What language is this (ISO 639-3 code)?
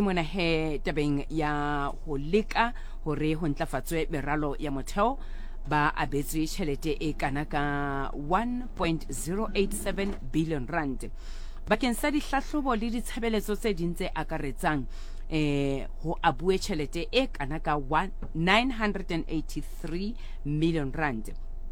sot